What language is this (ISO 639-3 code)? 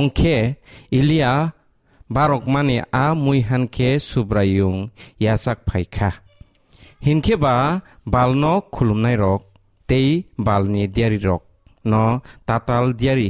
trp